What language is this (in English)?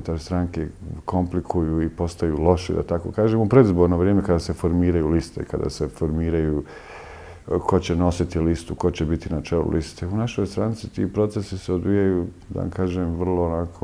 Bosnian